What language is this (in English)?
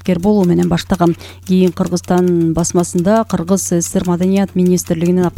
Kyrgyz